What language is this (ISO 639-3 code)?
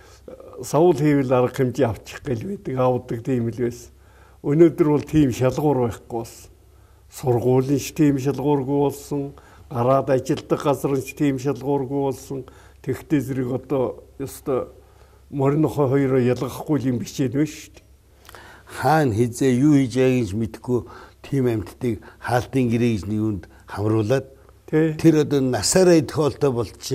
mon